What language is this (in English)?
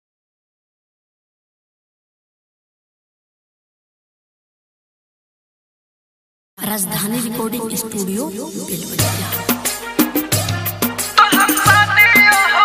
Bhojpuri